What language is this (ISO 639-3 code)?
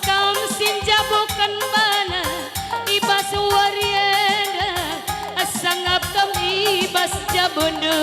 btx